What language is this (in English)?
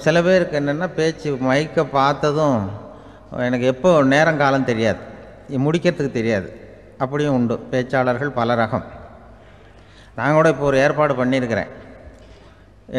Tamil